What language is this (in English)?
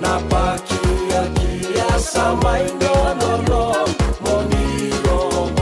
Fijian